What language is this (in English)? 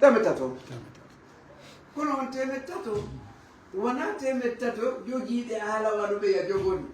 Fula